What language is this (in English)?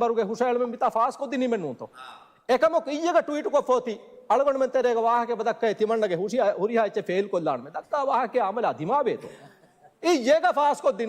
Divehi